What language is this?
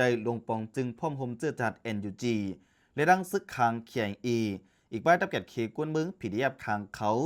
Shan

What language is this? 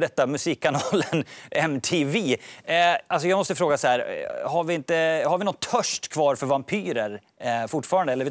Swedish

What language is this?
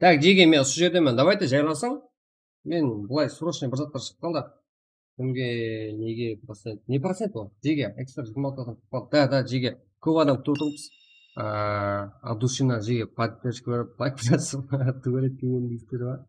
Kara-Kalpak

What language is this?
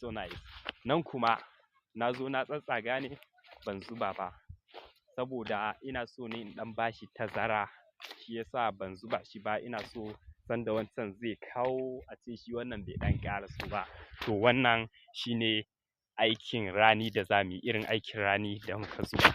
Hausa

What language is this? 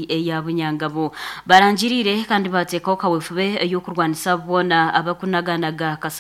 Nyankole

